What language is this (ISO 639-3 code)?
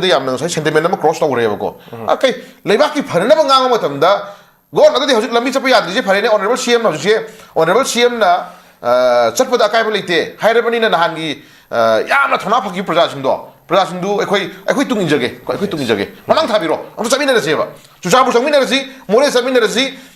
mni